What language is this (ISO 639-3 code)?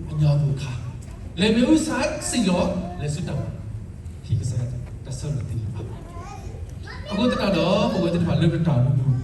ksw